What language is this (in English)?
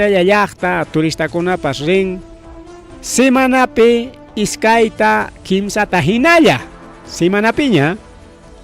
Ayacucho Quechua